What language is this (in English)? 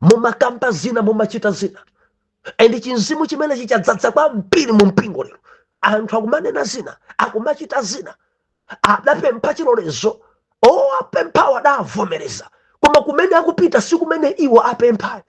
Nyanja